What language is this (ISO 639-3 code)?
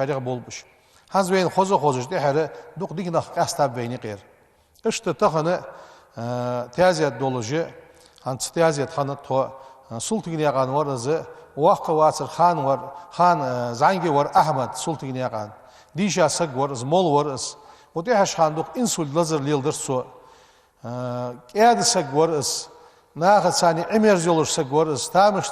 inh